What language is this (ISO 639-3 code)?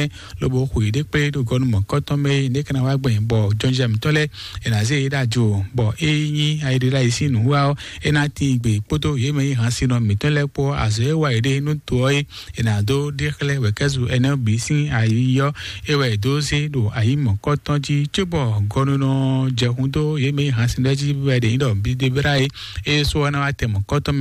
fon